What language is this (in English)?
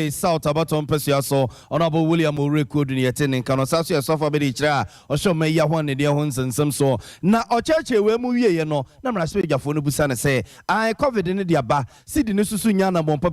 Akan